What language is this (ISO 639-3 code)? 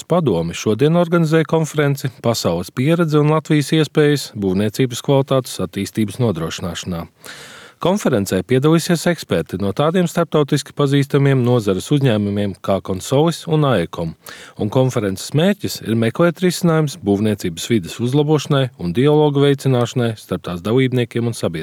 lav